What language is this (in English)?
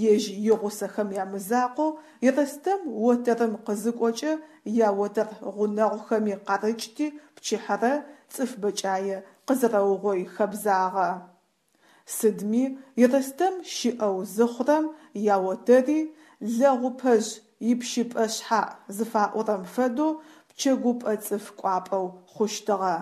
Adyghe